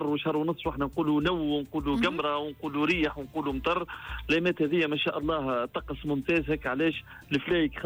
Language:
Tunisian Arabic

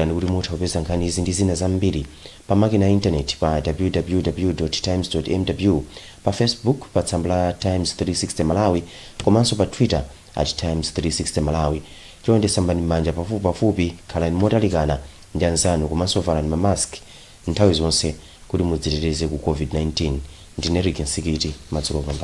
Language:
Nyanja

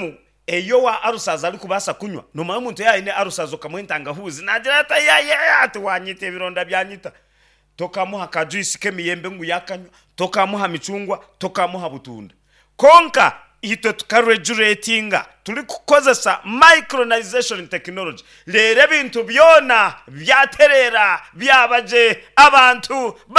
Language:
Nyankole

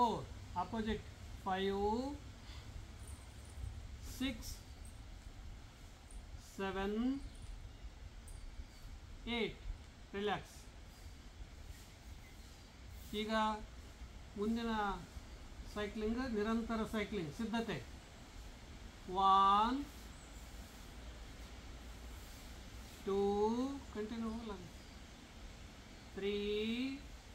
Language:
Kannada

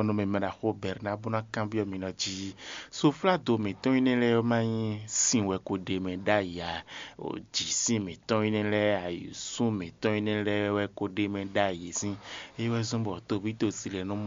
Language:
Fon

